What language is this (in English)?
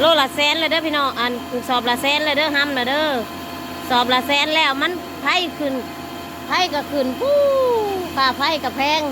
Northeastern Thai